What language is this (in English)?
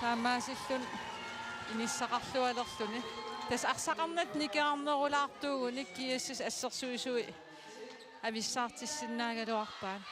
Kalaallisut